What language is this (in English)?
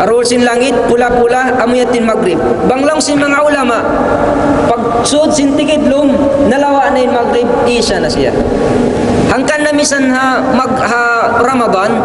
Tausug